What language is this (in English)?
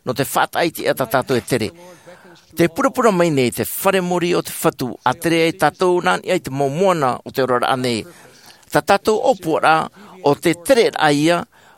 Tahitian